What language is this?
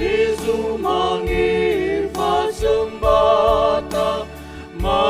Nias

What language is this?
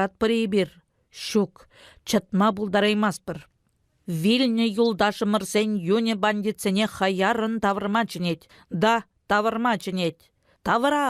Chuvash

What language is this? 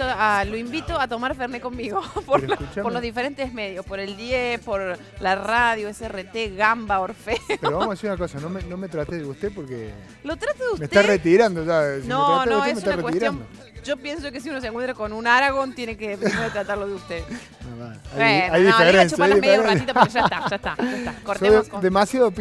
Spanish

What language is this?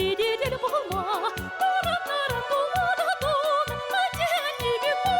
Chuvash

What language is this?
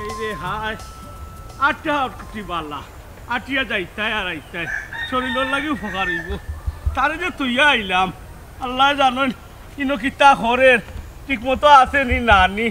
Sylheti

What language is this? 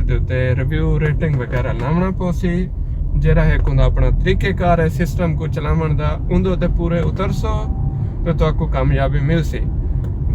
Saraiki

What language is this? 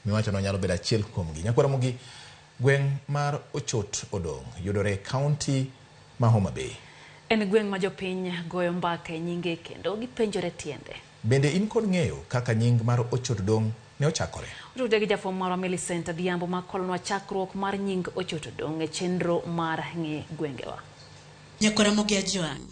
Luo (Kenya and Tanzania)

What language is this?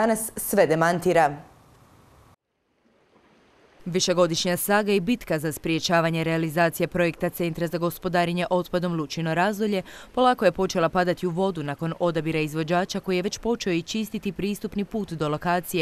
Croatian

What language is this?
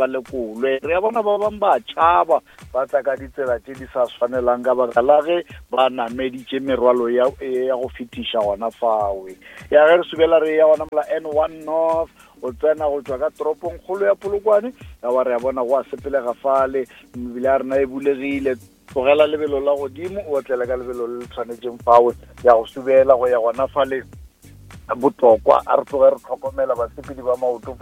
Northern Sotho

